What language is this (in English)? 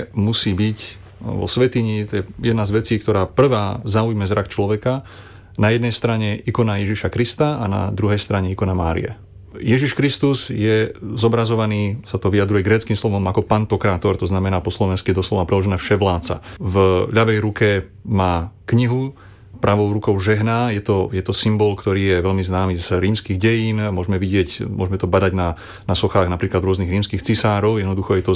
Slovak